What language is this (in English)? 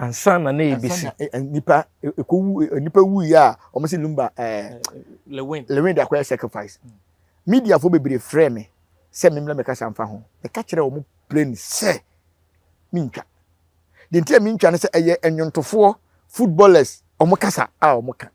Akan